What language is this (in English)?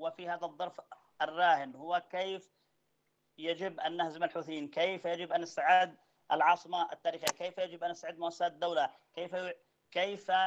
Arabic